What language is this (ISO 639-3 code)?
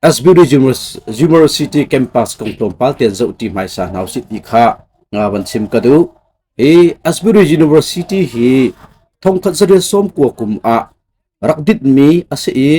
cnh